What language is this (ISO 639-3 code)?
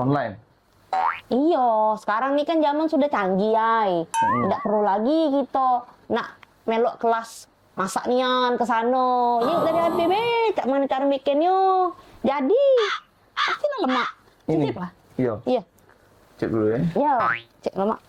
mui